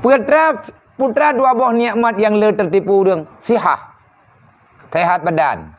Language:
Achinese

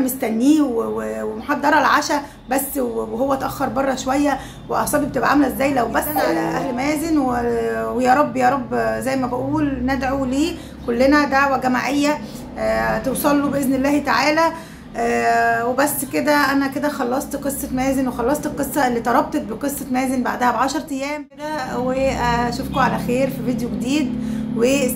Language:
Egyptian Arabic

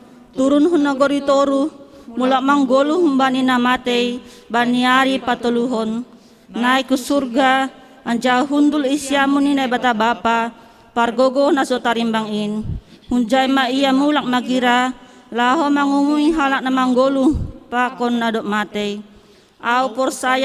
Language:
Batak Simalungun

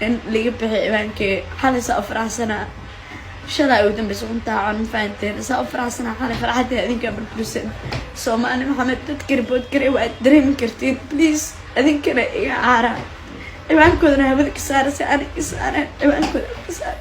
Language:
Somali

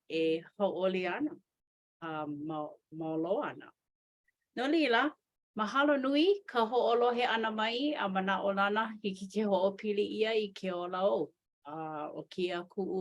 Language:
Hawaiian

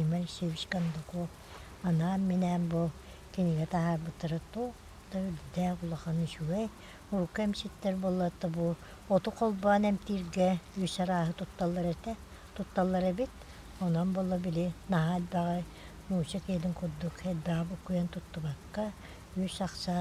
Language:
Yakut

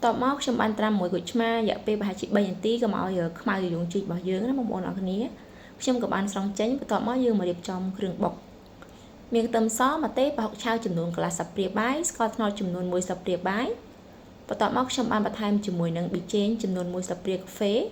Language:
Khmer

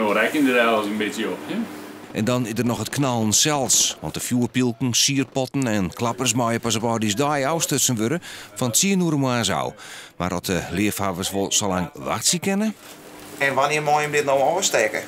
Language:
Western Frisian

